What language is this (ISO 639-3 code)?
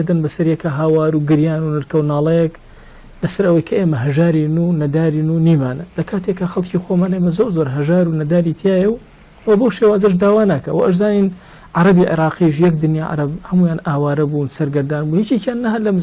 ckb